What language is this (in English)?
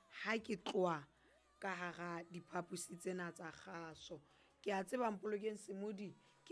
Southern Sotho